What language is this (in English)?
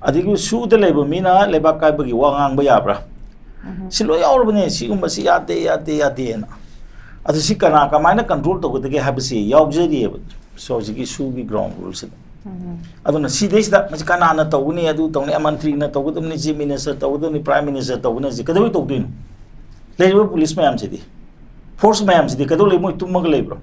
Manipuri